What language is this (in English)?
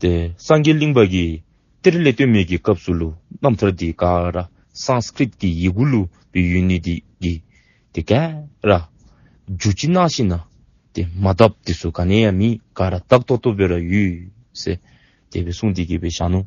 Dzongkha